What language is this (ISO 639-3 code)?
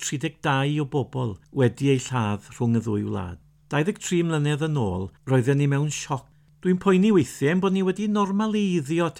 cym